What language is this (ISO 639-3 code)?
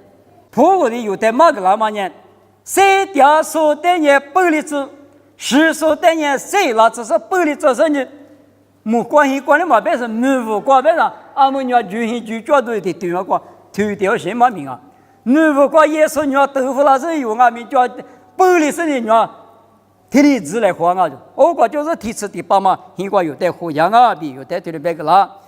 lis